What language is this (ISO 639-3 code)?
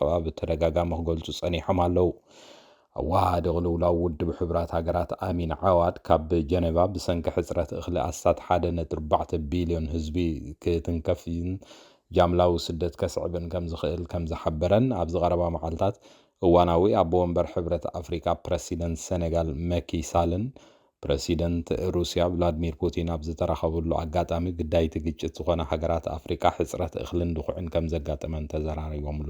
tir